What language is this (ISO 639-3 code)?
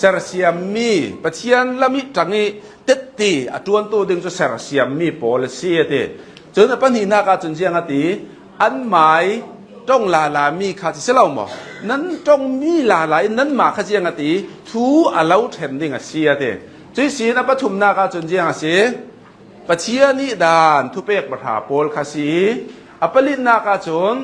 cnh